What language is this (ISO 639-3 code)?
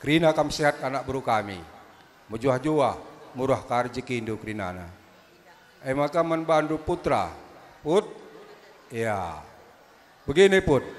btx